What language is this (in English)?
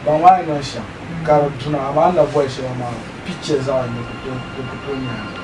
Dagbani